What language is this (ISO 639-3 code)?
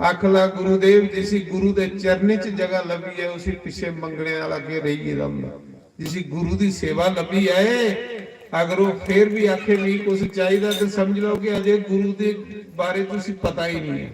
doi